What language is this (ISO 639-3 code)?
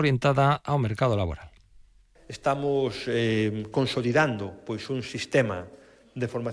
glg